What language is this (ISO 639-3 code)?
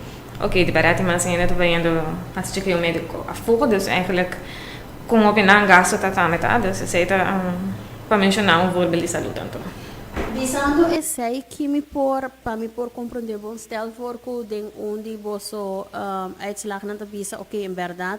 pap